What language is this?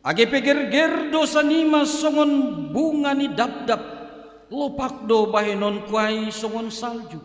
Batak Simalungun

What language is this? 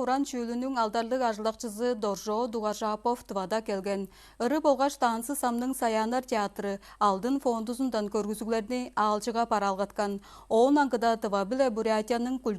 Tuvinian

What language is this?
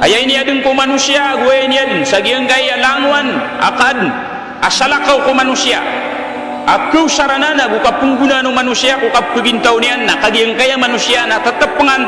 Maranao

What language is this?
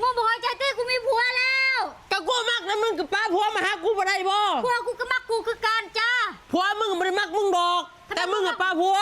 Northeastern Thai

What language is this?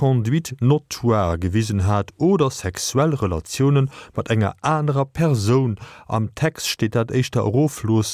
Luxembourgish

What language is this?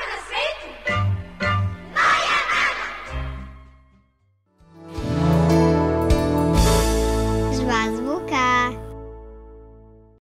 Serbian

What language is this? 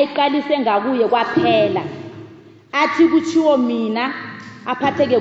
South Ndebele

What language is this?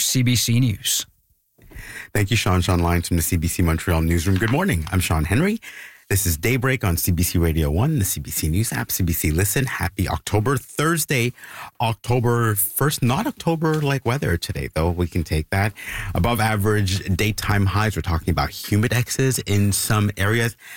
English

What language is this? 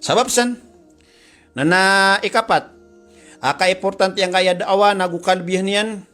Maranao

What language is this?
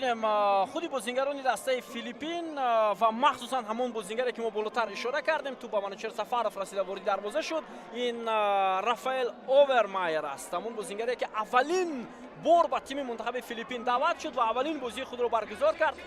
Tajik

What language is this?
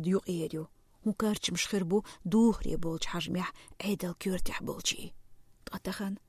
Chechen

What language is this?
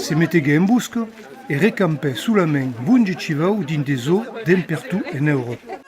Occitan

